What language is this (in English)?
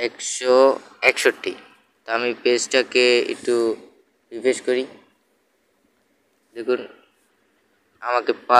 Bangla